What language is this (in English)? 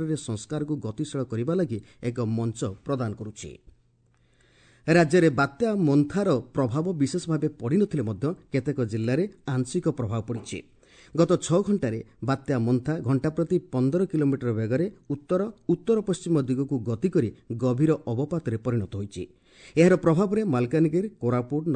Odia